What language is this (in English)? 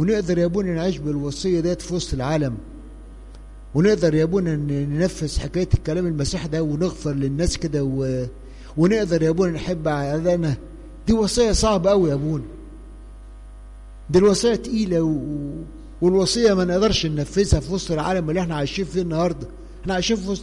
Egyptian Arabic